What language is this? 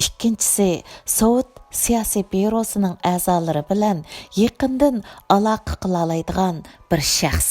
Uyghur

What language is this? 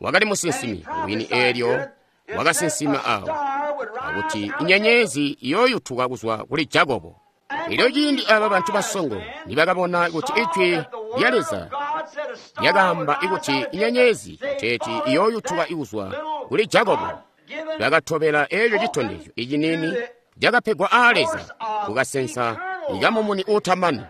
Tonga (Zambia)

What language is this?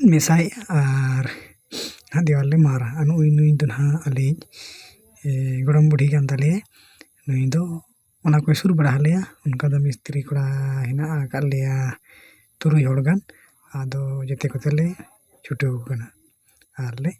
Santali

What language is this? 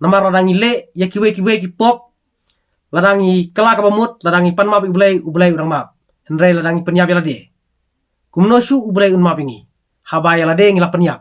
Khasi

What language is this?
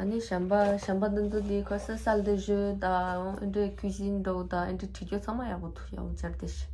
Tibetan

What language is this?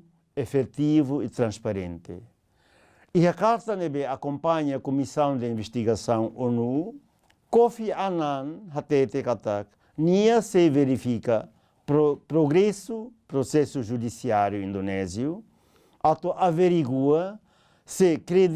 Tetum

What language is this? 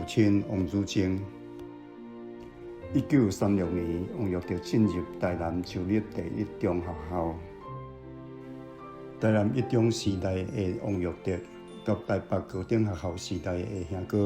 Min Nan Chinese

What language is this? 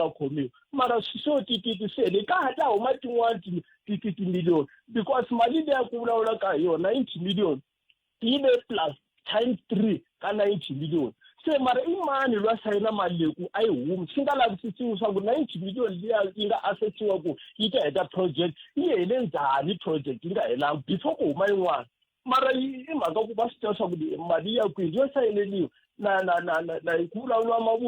Tsonga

